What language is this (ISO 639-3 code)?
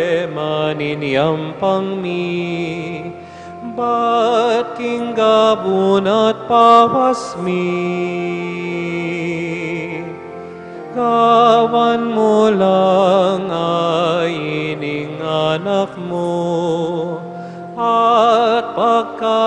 pam